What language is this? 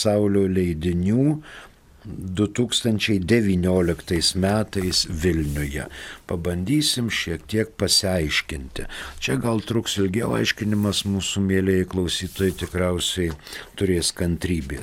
Lithuanian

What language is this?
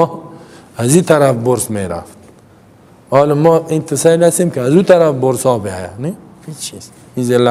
Persian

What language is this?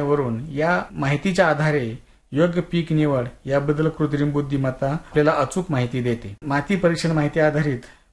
Marathi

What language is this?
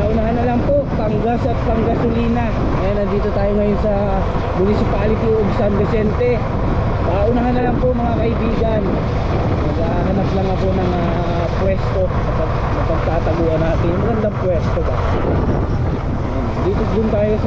Filipino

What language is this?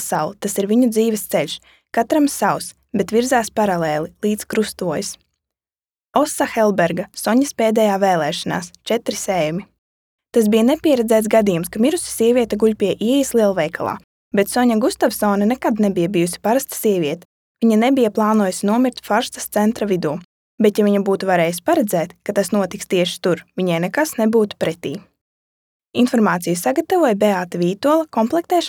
Latvian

